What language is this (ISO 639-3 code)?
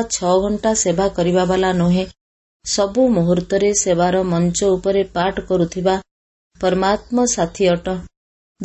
ori